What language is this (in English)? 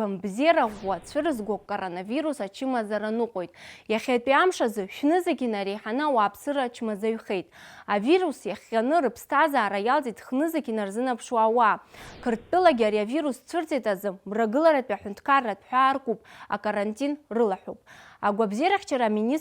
Abkhazian